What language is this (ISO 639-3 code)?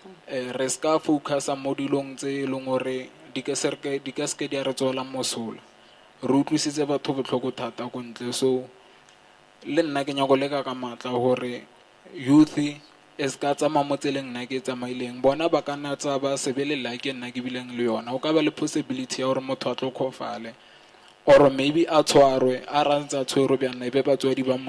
tsn